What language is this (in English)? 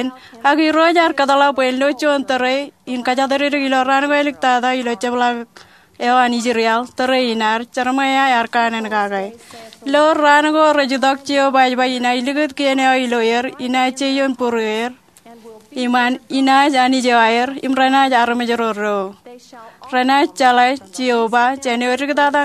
Marshallese